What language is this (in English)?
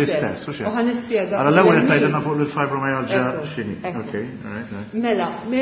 Maltese